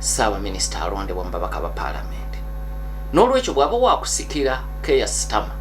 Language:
Ganda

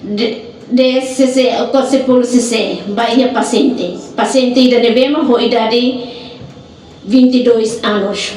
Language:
Tetum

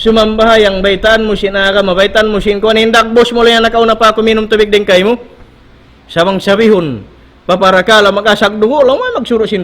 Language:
Tausug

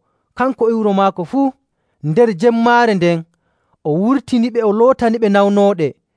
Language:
Nigerian Fulfulde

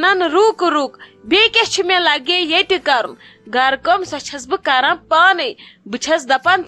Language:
Kashmiri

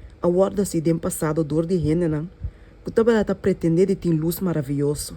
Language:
Papiamento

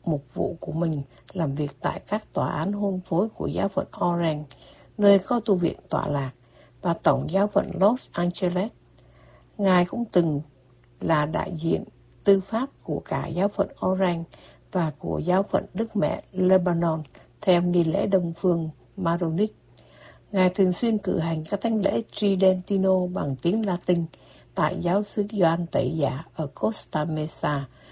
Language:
Vietnamese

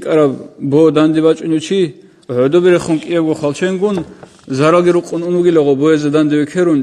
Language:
Avaric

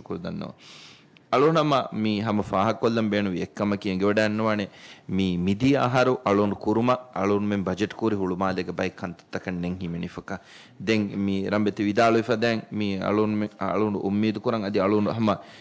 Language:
Divehi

